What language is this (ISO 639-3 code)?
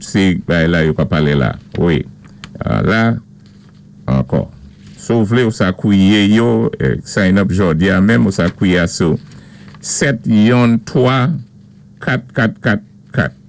acf